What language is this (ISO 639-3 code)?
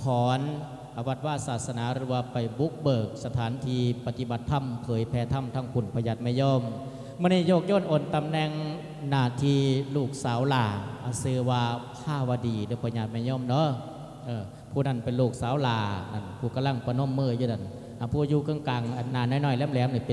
lao